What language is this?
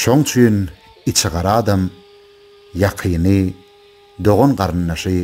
Turkmen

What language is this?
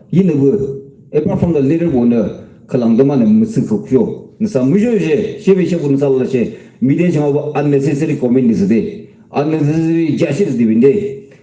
Yimchungru Naga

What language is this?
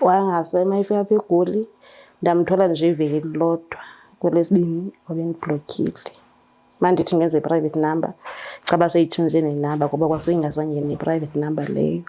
Zulu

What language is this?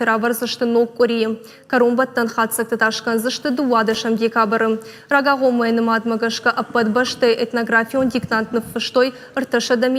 Ossetic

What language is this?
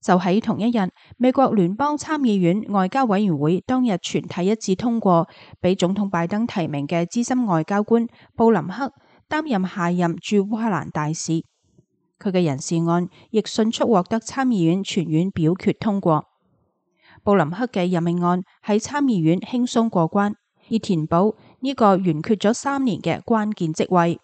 Cantonese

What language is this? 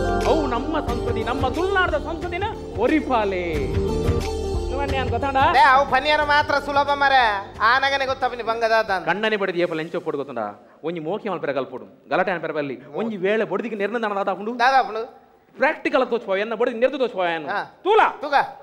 Tulu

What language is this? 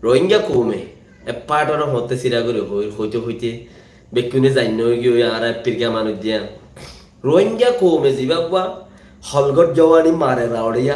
Rohingya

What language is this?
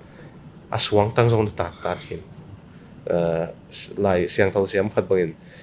Tedim Chin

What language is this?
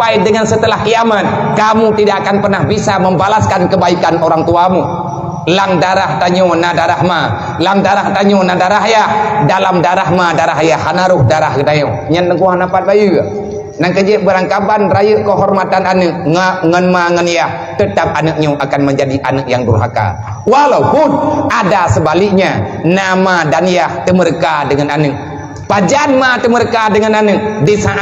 Achinese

